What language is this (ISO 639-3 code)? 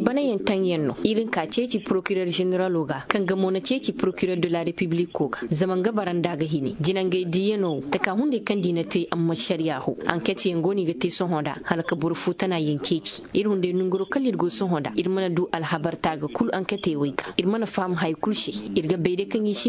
ses